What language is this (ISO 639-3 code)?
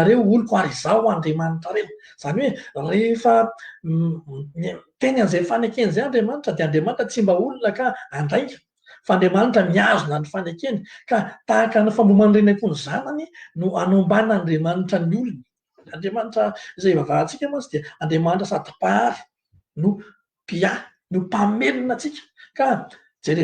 mlg